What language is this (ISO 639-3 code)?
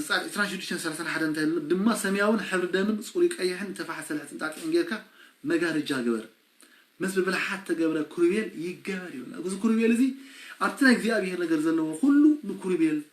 tir